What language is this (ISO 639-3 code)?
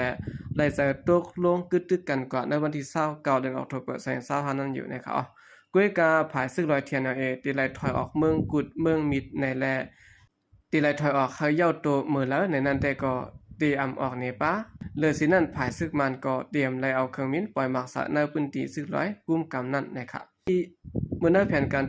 shn